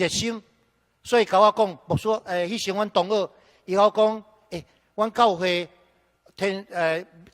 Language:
Min Nan Chinese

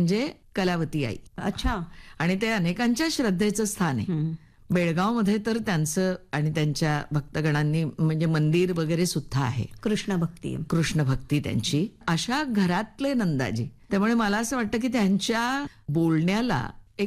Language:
Marathi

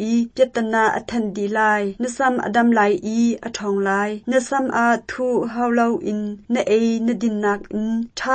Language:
Hakha Chin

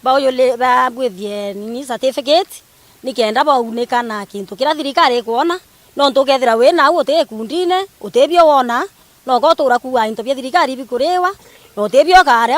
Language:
Meru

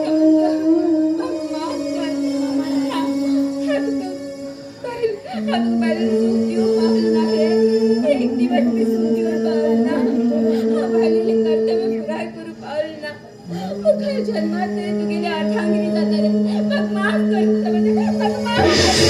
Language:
Konkani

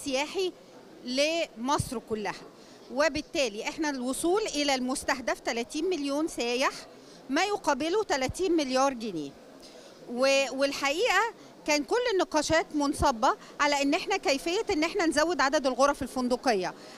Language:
Egyptian Arabic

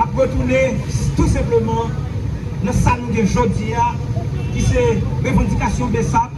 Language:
Haitian Creole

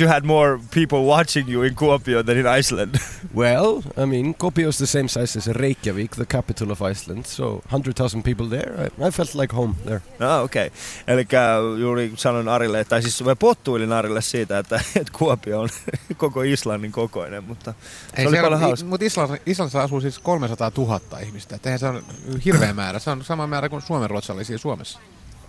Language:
Finnish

